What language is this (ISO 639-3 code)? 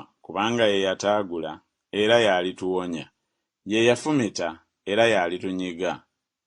lug